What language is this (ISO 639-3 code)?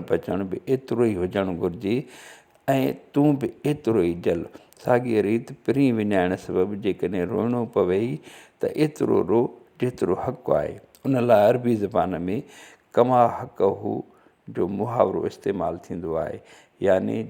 snd